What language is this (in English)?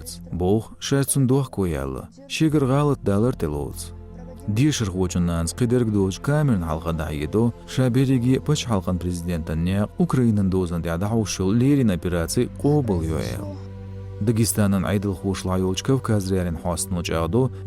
Chechen